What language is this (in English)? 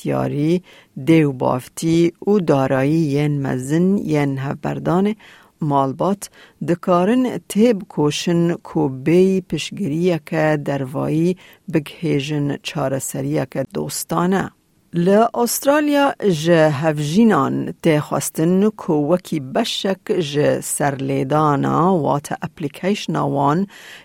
Kurdish